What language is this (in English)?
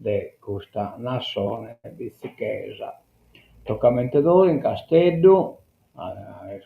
Sardinian